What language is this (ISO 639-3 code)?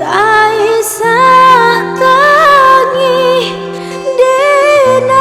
min